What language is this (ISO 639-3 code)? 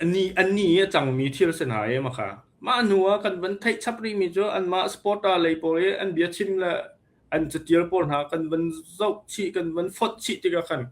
cnh